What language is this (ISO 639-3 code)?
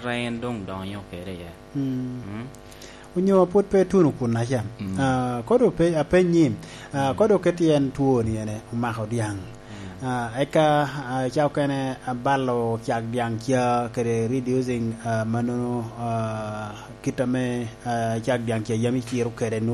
laj